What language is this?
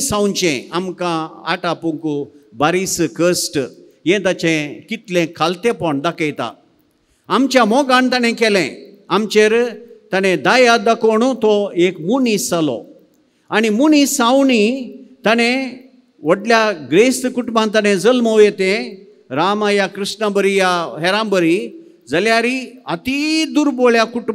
Konkani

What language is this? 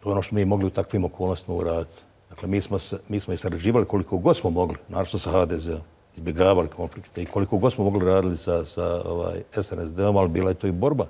Bosnian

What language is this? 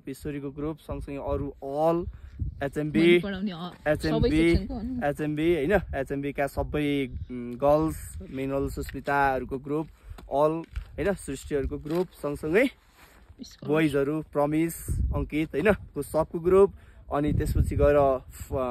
Nepali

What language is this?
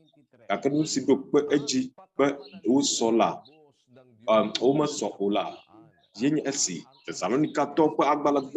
Ewe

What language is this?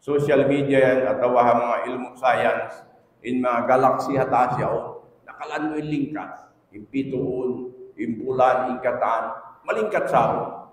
Tausug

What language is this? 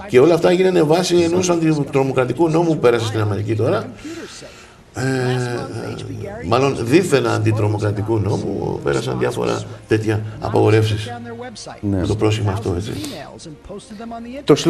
Greek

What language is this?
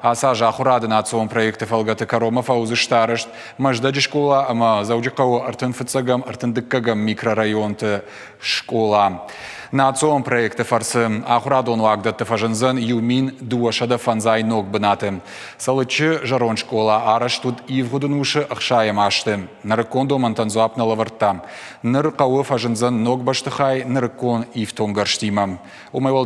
Ossetic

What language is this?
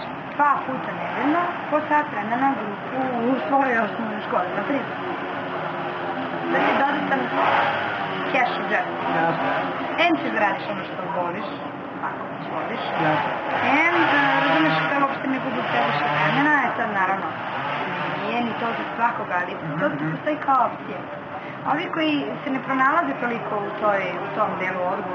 Serbian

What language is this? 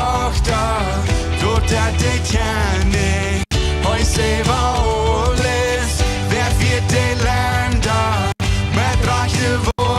Plautdietsch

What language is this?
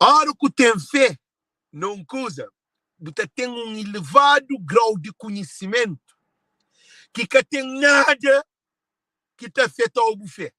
Kabuverdianu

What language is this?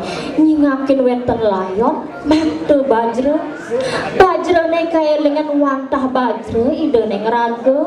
Balinese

